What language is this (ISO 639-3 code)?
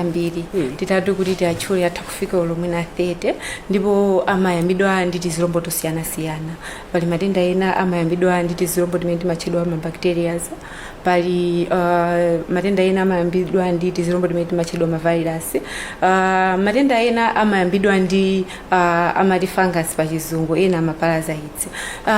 nya